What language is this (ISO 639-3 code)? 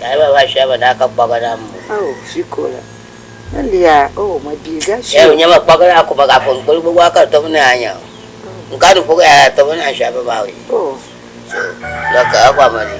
ewe